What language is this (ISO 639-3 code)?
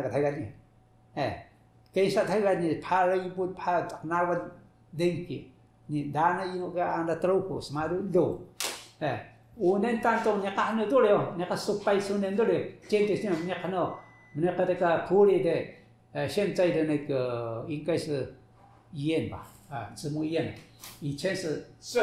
trv